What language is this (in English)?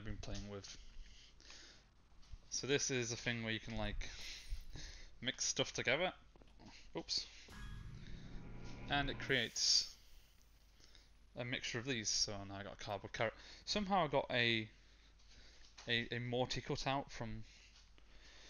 English